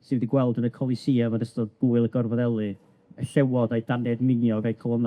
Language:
Welsh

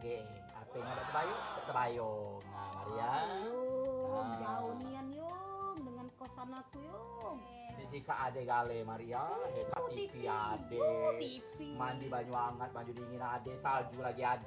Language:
Musi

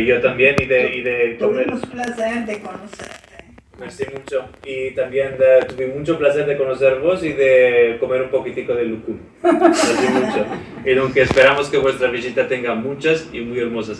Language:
Ladino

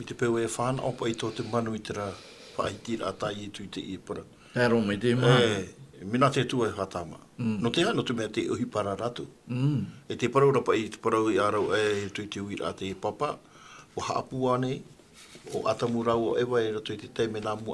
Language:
Tahitian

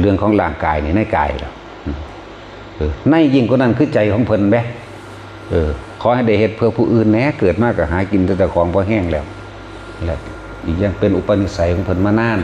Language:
Northeastern Thai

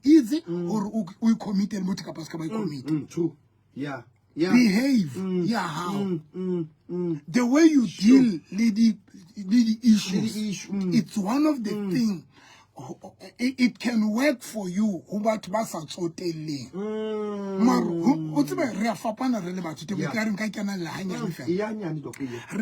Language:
Southern Sotho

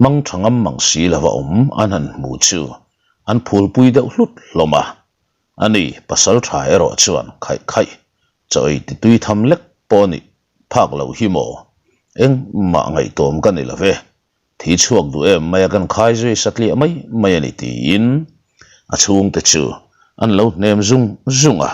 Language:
Mizo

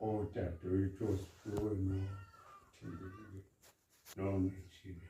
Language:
Zulu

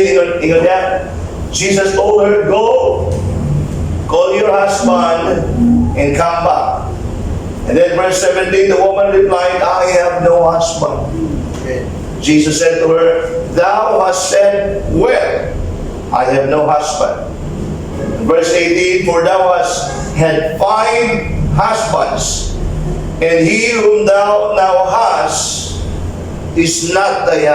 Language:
Cebuano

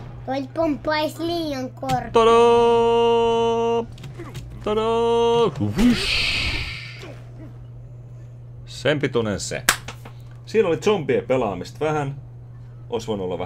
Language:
Finnish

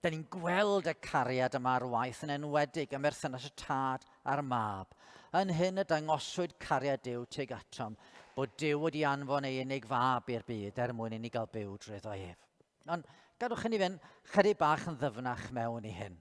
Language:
Welsh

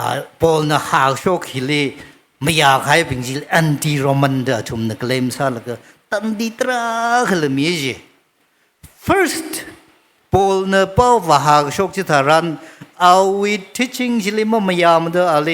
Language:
Tangkhul Naga (India)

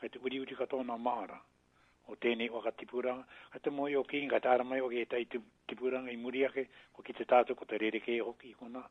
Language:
Māori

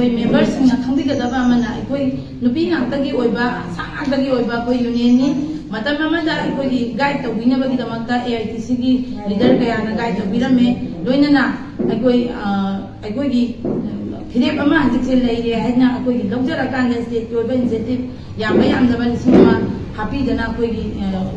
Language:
Manipuri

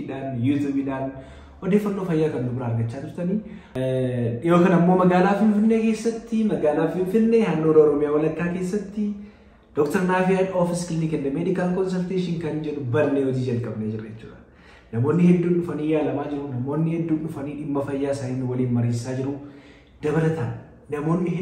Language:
Oromo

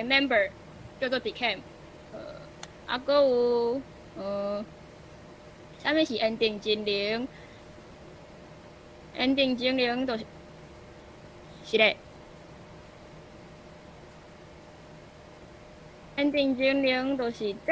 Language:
Min Nan Chinese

